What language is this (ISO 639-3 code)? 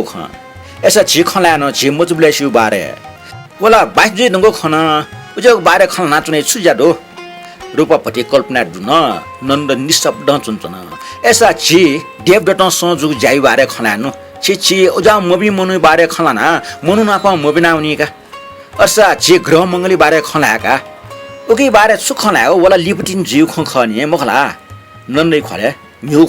new